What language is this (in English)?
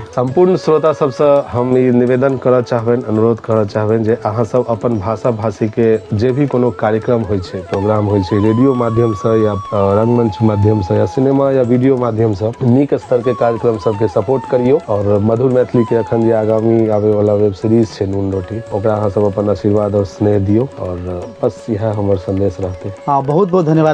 Maithili